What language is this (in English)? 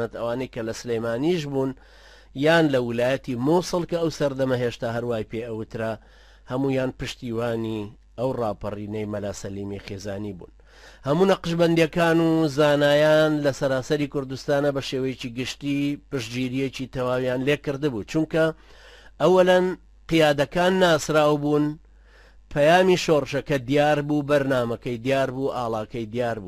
Central Kurdish